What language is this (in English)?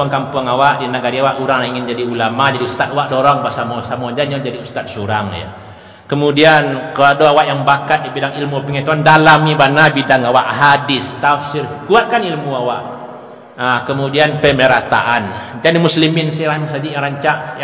Minangkabau